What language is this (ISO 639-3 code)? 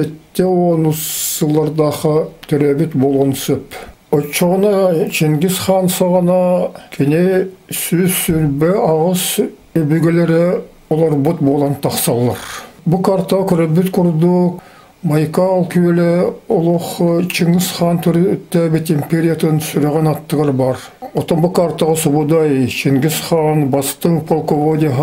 sah